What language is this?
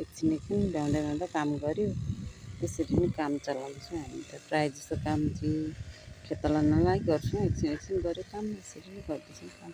Nepali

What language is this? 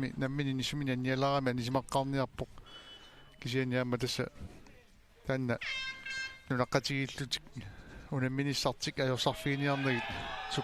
Kalaallisut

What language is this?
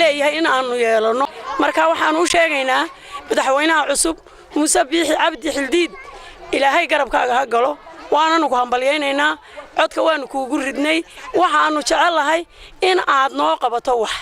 Somali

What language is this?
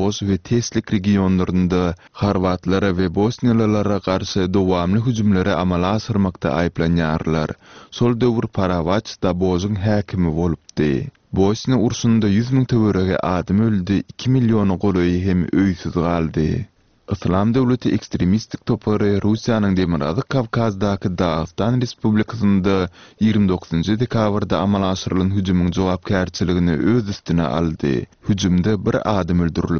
Turkmen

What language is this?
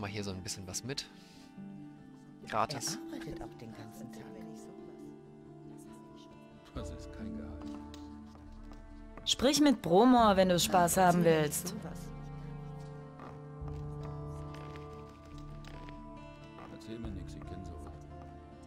German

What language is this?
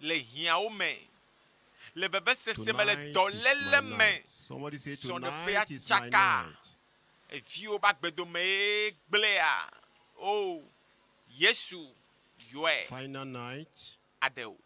Ewe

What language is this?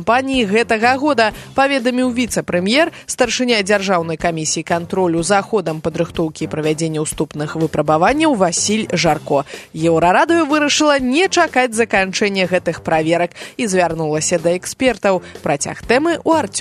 Belarusian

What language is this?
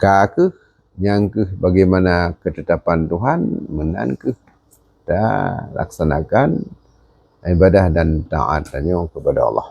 Achinese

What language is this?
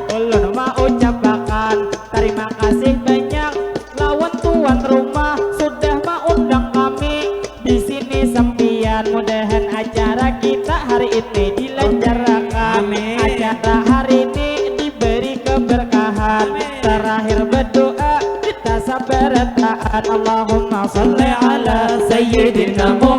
Banjar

